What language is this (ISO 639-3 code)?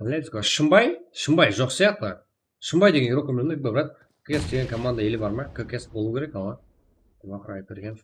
kaa